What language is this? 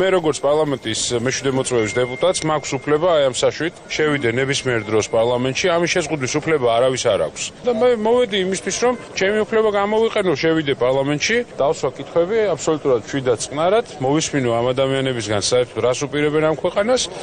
Georgian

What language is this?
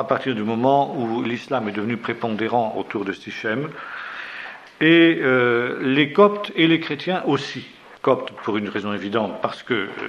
French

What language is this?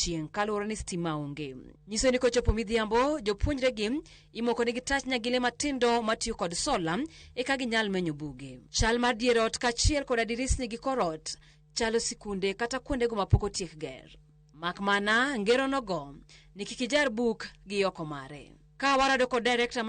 Luo (Kenya and Tanzania)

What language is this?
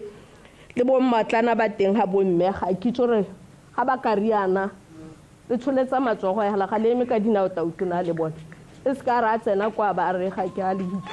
Tswana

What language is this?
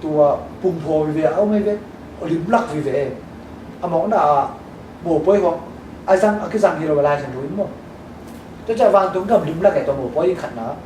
Tedim Chin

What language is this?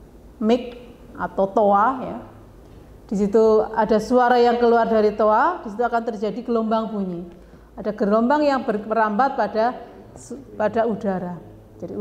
Indonesian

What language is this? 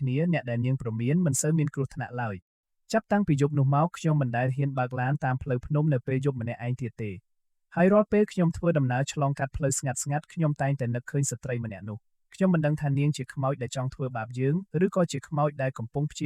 Khmer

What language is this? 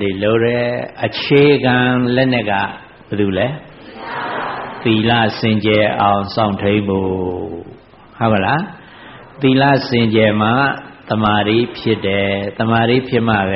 Burmese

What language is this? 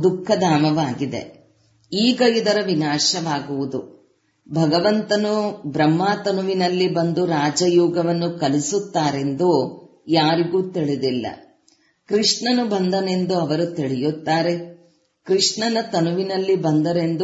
Kannada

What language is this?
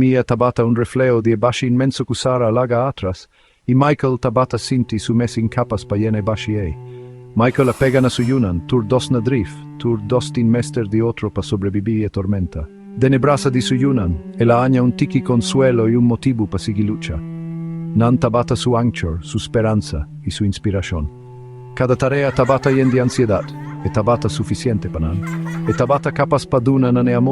Papiamento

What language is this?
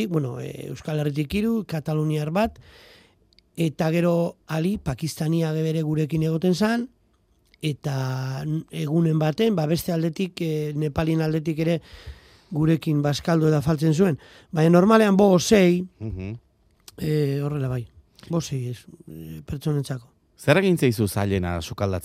Basque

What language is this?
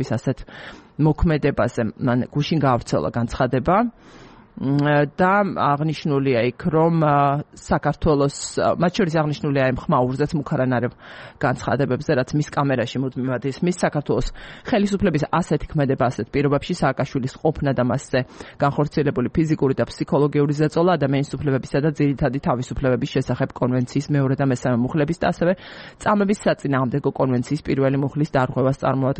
Georgian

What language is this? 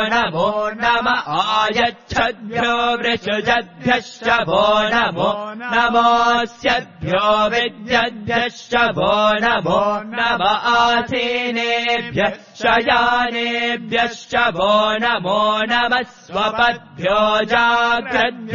Sanskrit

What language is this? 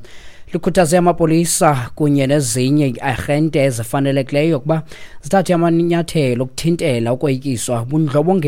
Xhosa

